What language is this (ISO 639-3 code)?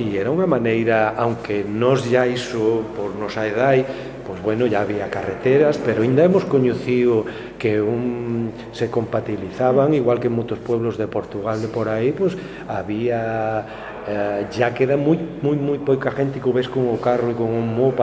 glg